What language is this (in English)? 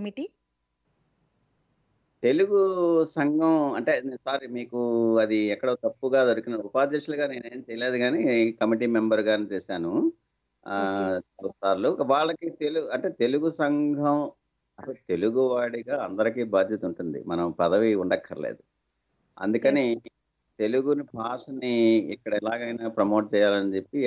Telugu